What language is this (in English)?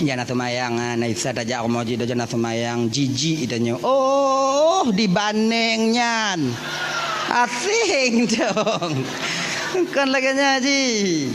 Achinese